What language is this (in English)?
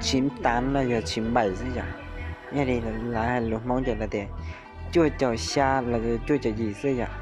Hmong